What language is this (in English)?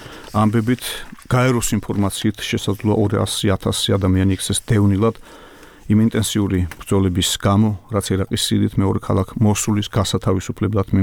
Georgian